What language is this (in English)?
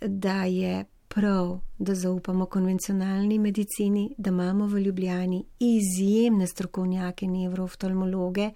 Slovenian